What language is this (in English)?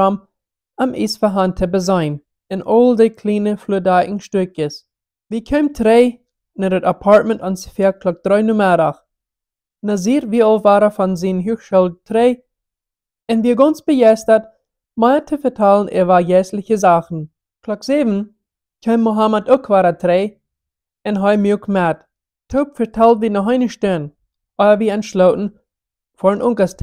Plautdietsch